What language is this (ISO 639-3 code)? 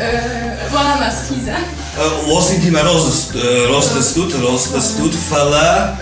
oss